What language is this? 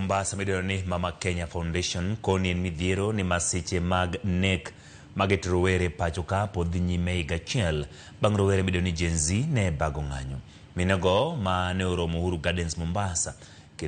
Luo (Kenya and Tanzania)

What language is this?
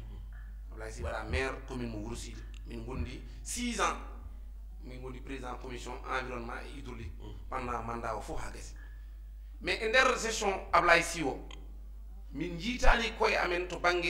Fula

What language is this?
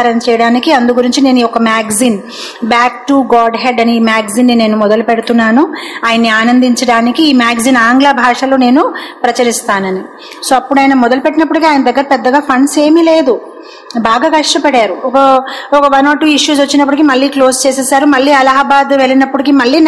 Telugu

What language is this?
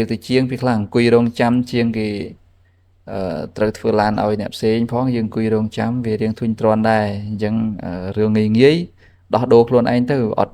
Khmer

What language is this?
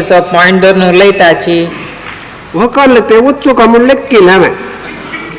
Konkani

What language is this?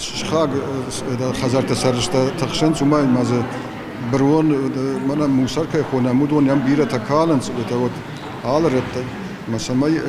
Ossetic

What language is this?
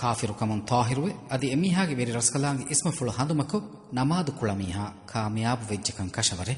Divehi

